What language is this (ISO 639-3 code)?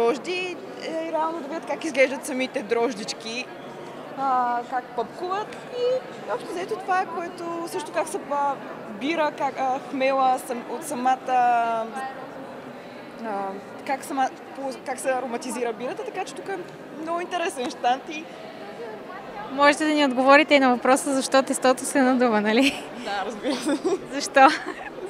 bul